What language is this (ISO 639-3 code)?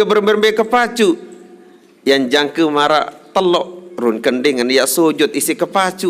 sas